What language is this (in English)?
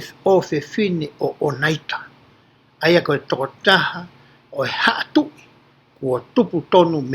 Tongan